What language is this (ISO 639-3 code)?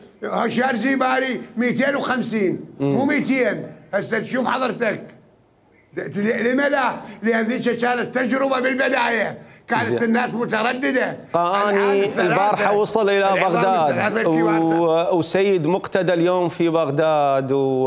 acm